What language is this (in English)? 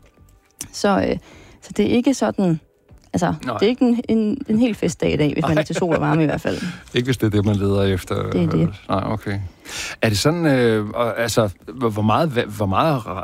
Danish